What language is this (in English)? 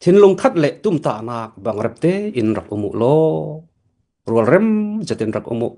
Falam Chin